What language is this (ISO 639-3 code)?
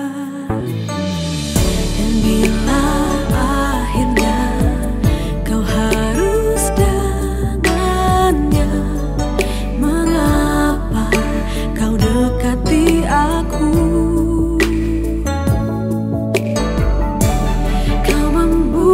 ind